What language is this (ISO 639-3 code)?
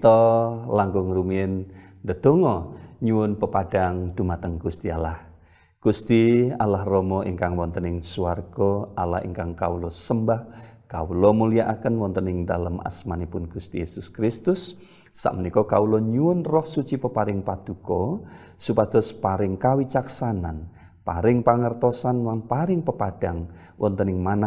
jav